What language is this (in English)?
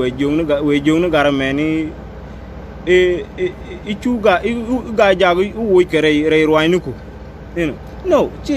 Nuer